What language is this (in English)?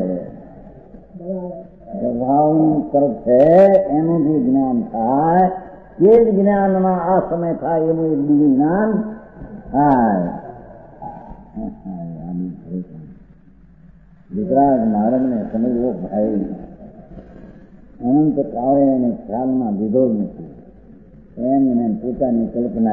Gujarati